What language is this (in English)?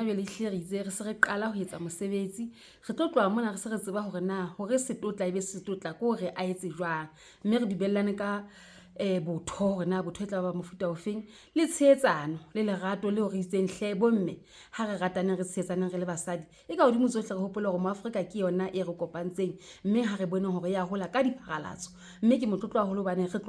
Southern Sotho